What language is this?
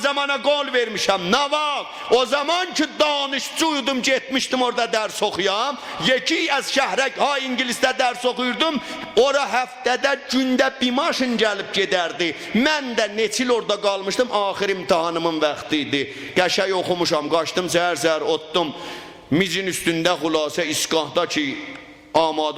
South Azerbaijani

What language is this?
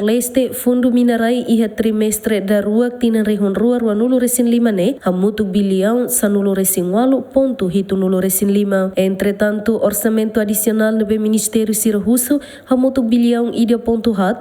Tetum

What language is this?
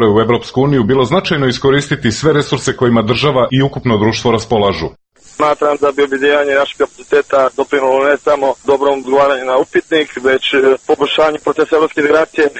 Serbian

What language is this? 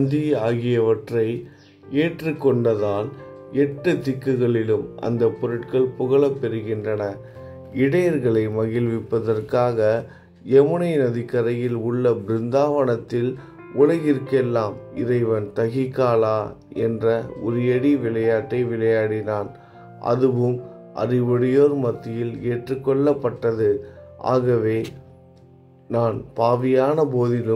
Tamil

